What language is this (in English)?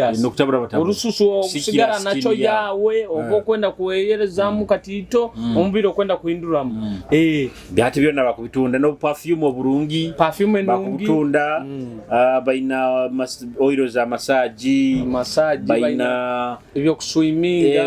Nyoro